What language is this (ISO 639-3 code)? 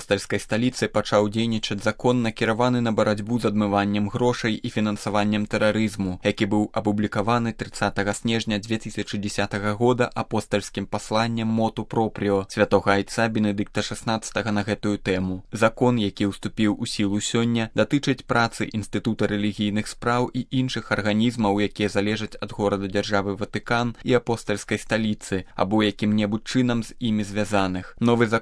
bel